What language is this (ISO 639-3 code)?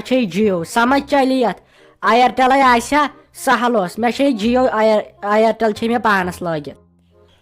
kas